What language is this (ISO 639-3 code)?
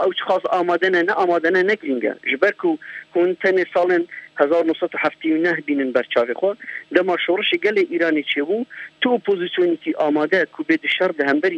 kur